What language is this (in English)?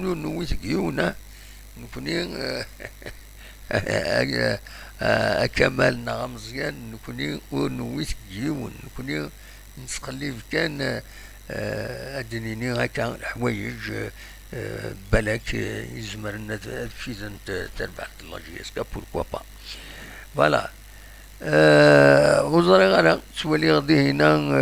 Kabyle